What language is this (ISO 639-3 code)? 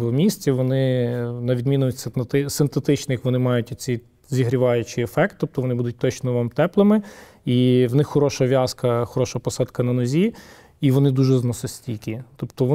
ukr